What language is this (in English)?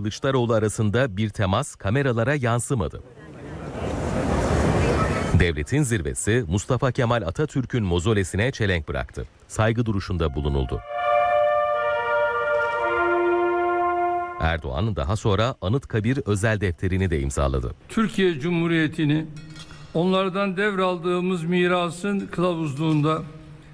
Turkish